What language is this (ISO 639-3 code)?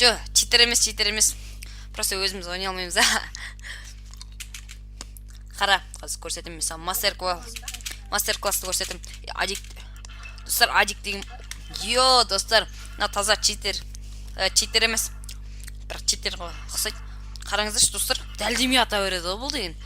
kaz